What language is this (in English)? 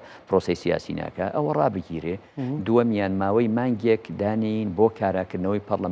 Central Kurdish